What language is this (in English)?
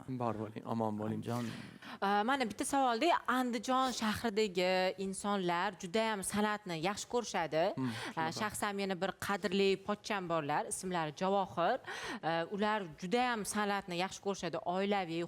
Uzbek